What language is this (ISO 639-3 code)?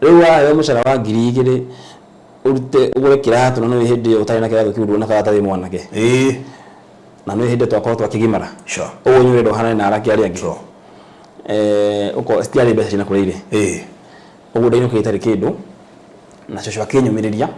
kik